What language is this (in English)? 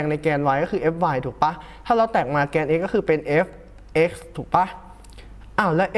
Thai